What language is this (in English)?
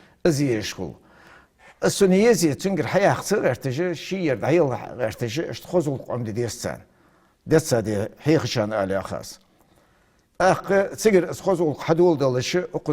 Ingush